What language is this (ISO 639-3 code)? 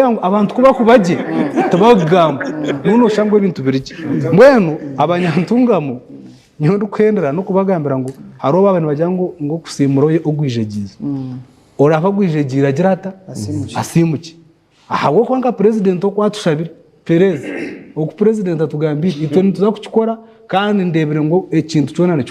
nyn